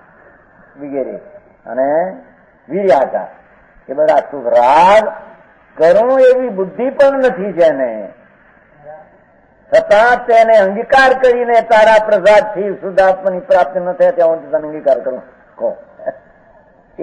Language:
Gujarati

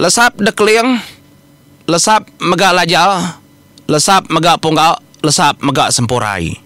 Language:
Iban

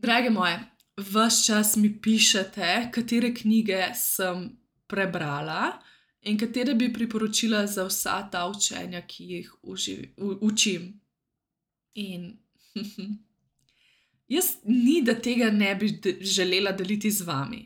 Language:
Slovenian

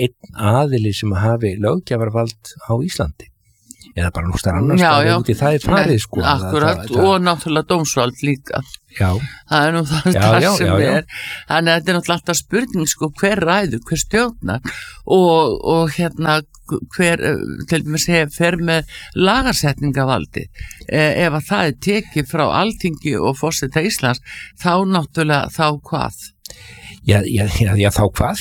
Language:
Icelandic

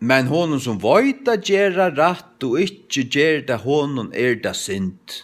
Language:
Faroese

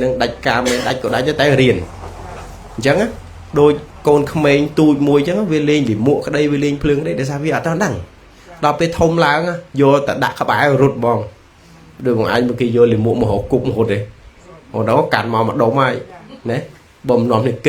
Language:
Khmer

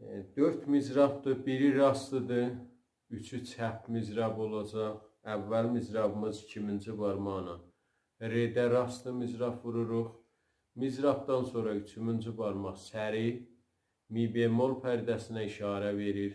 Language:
South Azerbaijani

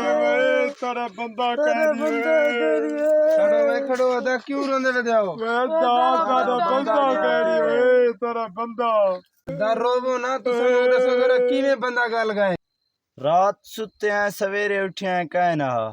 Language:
Saraiki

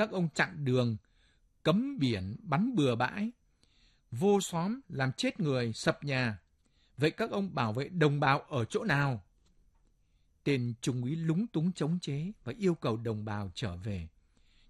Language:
Vietnamese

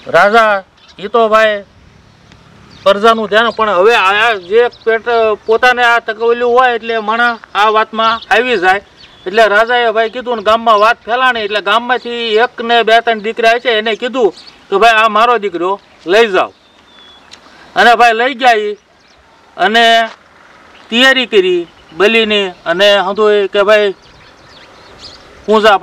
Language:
Gujarati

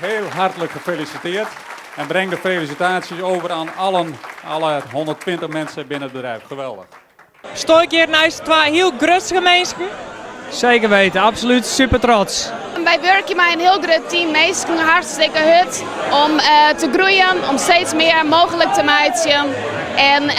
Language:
Western Frisian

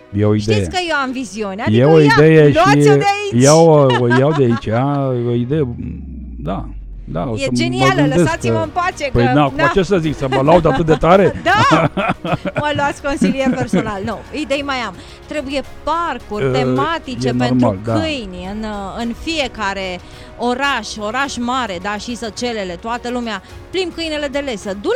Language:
Romanian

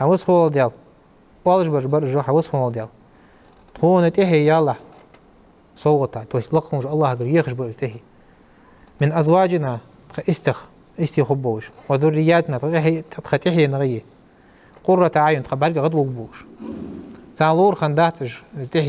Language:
Ingush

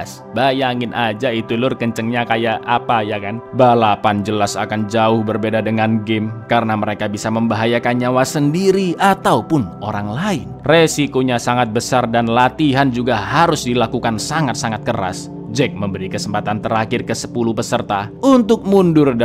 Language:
Indonesian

